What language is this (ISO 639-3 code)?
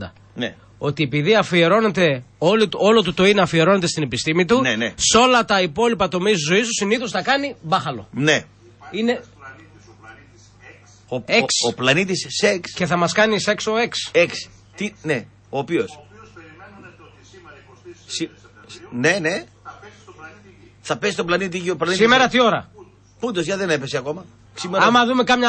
ell